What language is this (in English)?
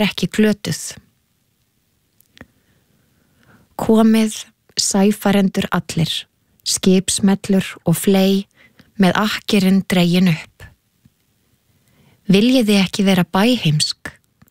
Icelandic